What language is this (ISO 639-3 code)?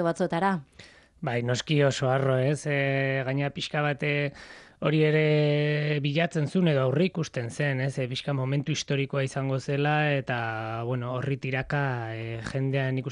eus